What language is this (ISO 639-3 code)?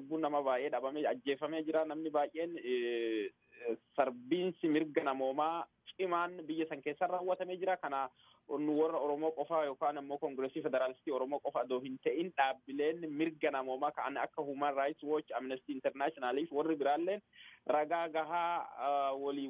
orm